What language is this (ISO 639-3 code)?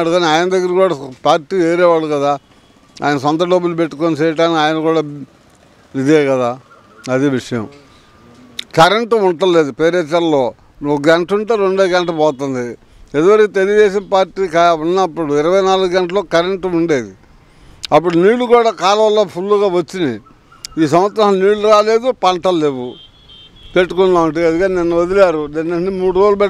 tel